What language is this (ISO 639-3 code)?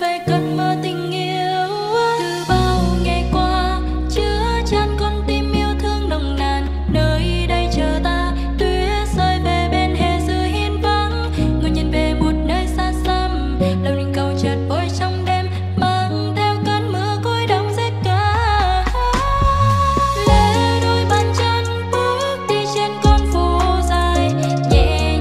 vie